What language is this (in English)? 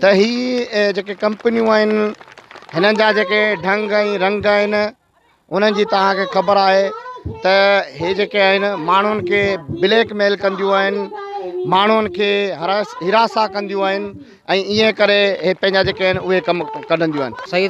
Sindhi